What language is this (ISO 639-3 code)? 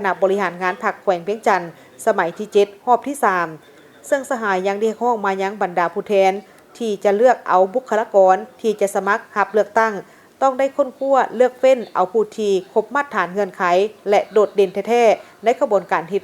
lao